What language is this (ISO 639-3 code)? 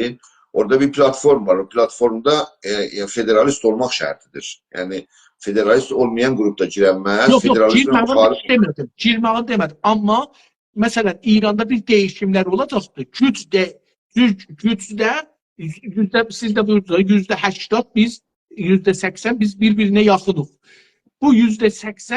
azb